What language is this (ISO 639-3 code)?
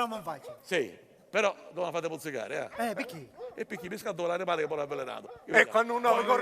scn